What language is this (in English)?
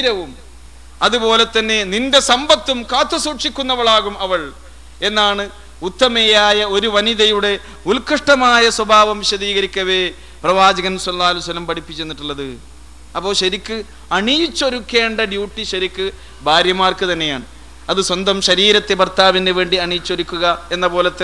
Malayalam